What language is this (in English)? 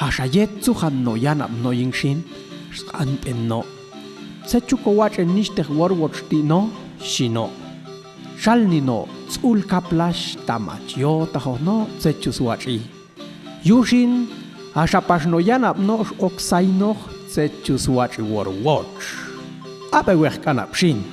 Popti'